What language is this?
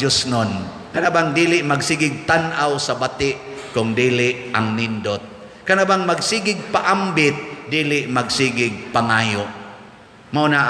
Cebuano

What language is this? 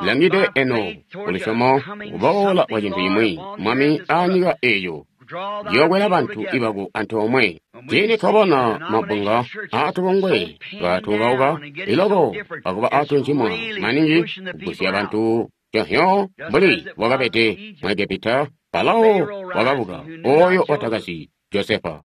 Tonga (Zambia)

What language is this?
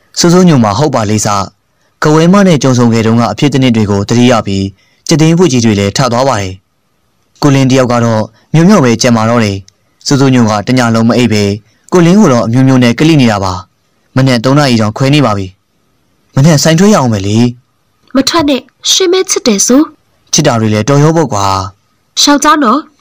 Burmese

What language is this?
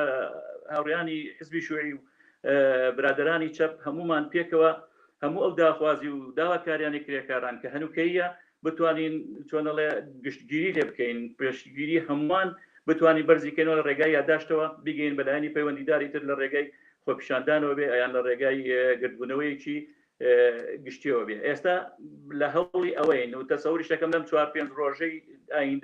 Central Kurdish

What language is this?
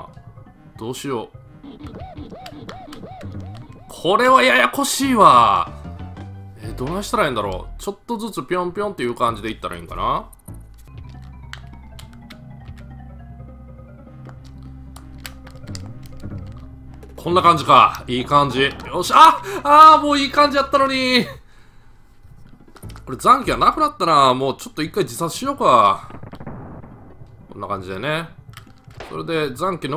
Japanese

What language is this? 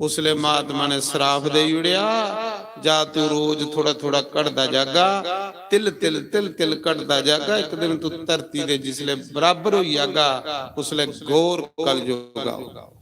Dogri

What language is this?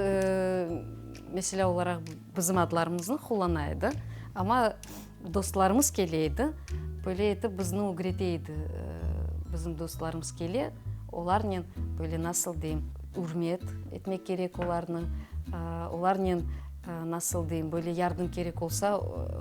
Crimean Tatar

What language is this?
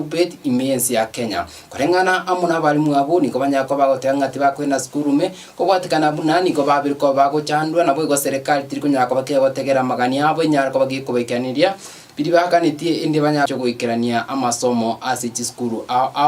Gusii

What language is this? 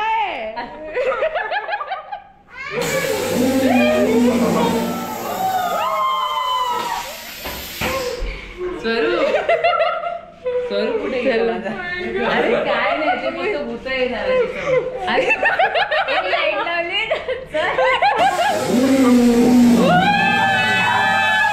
Marathi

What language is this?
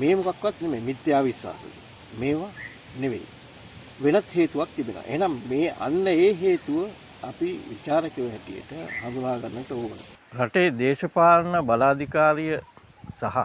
Sinhala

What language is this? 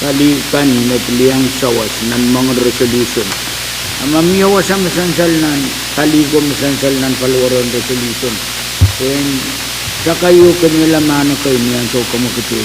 Pohnpeian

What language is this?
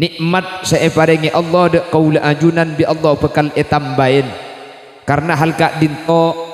Madurese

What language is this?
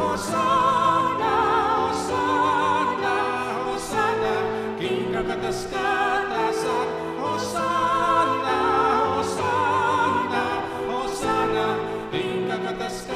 Pampanga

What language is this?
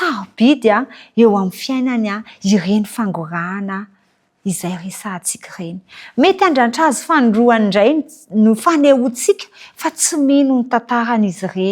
Malagasy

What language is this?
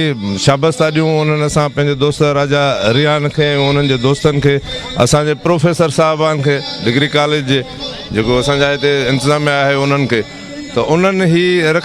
Sindhi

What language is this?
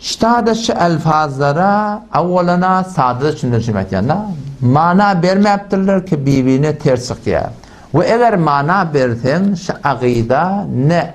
Turkmen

